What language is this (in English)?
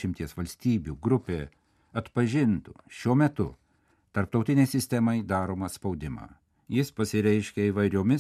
Lithuanian